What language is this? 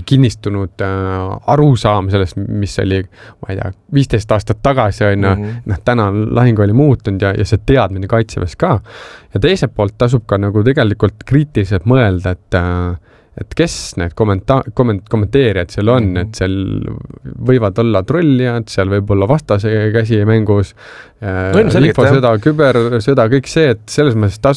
Estonian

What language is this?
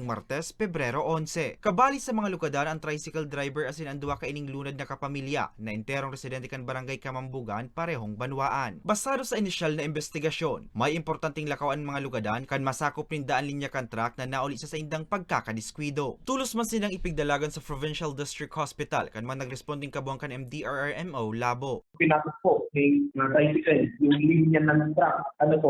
Bikol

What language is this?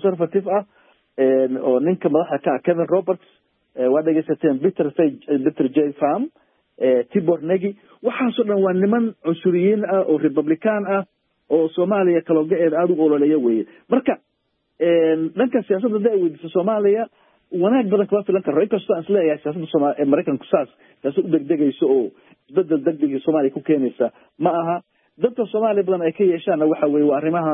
Somali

